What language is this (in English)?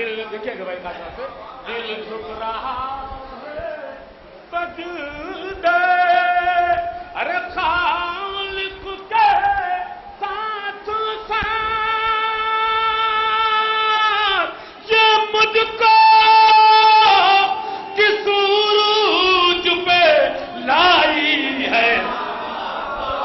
Urdu